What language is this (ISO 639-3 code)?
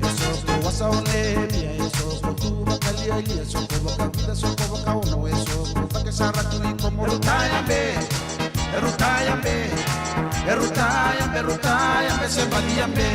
fij